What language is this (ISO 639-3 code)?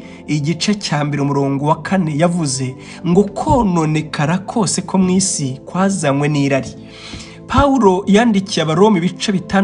kin